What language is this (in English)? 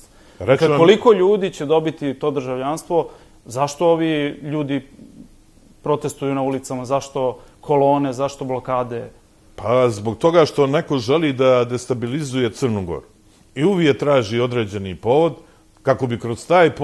Serbian